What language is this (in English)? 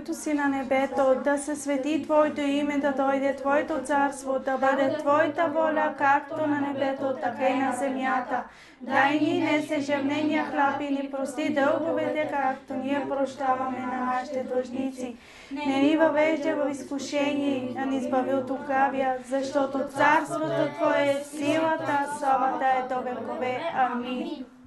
Bulgarian